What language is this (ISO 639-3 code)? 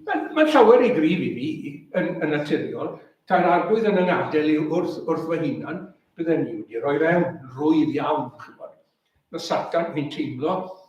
cym